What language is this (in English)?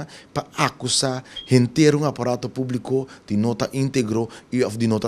Papiamento